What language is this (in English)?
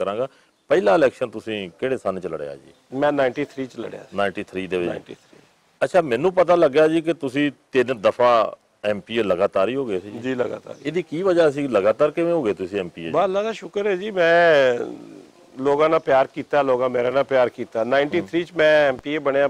Western Panjabi